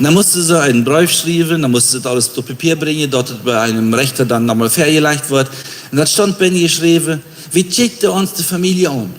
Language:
Plautdietsch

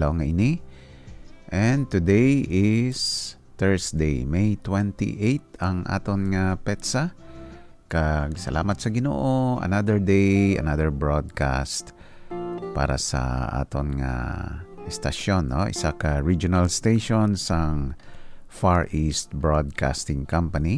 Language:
Hiligaynon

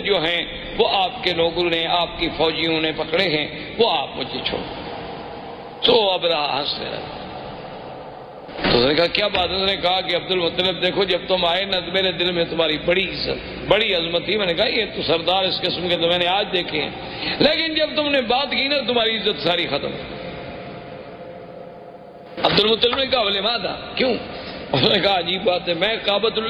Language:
Urdu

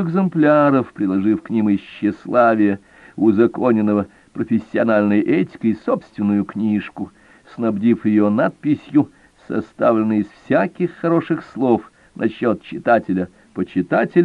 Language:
Russian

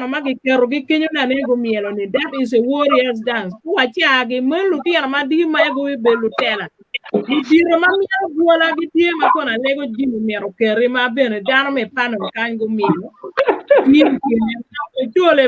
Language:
Acoli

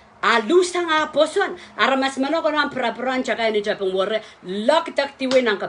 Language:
Pohnpeian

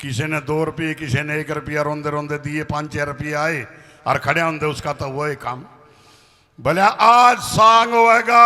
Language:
Haryanvi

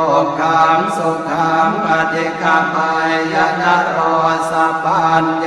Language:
Pali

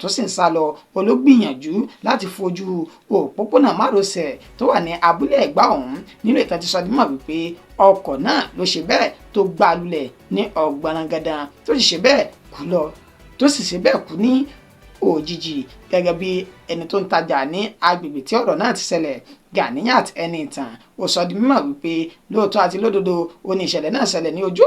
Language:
Yoruba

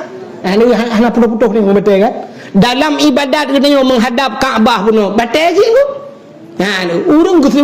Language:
Achinese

